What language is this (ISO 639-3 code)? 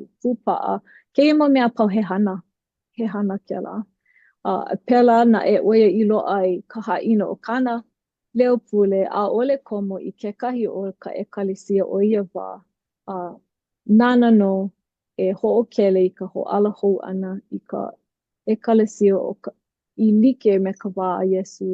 haw